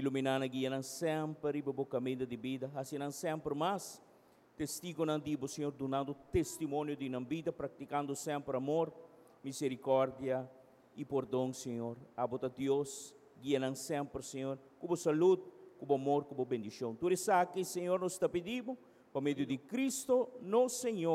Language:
Papiamento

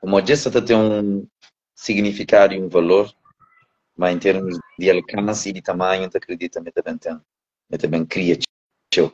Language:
Kabuverdianu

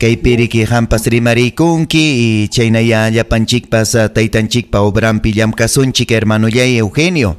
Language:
Ayacucho Quechua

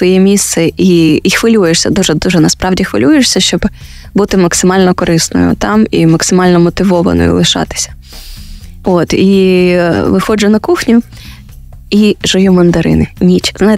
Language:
Ukrainian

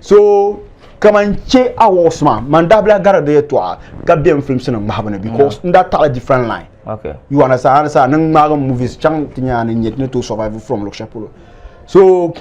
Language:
Dagbani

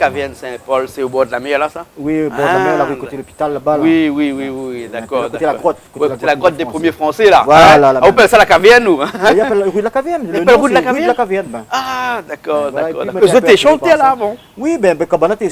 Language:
Réunion Creole French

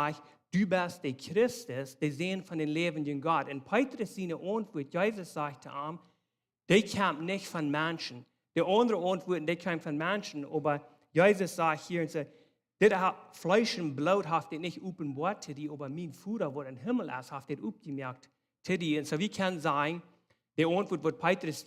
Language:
Plautdietsch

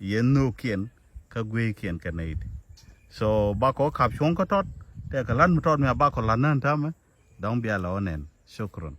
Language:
Nuer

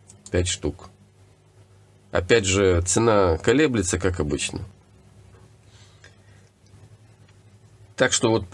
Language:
Russian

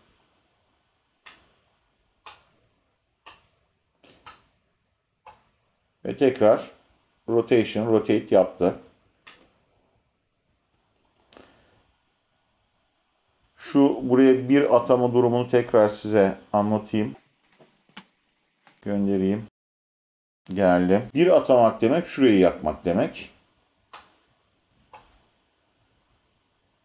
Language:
Turkish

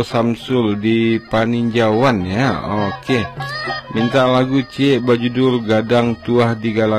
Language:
Minangkabau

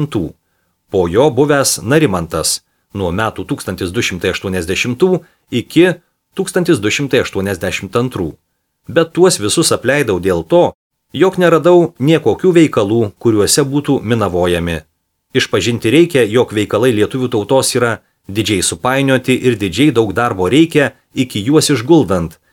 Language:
Lithuanian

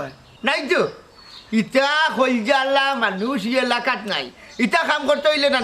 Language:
Sylheti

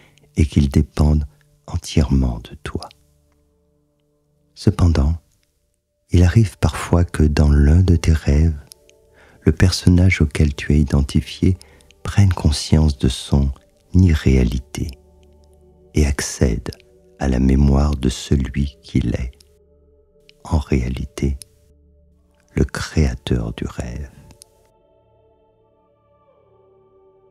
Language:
French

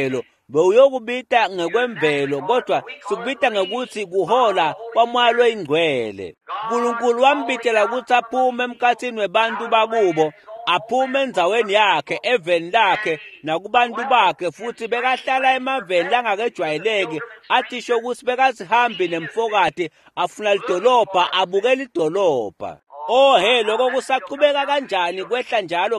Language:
Swati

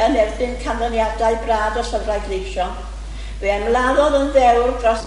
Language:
Welsh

